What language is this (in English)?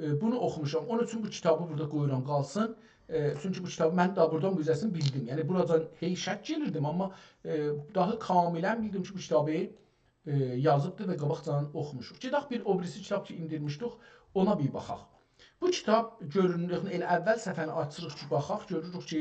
South Azerbaijani